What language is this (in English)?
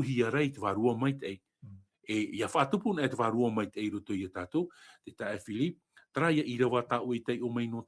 Tahitian